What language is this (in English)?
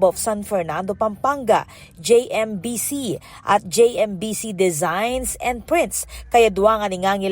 Pampanga